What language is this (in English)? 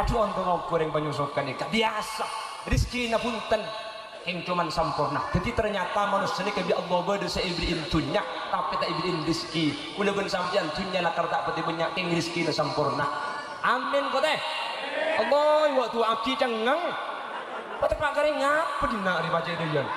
Madurese